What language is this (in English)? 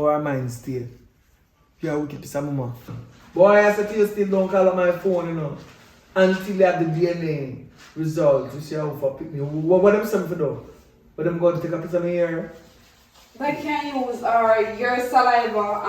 Jamaican Creole English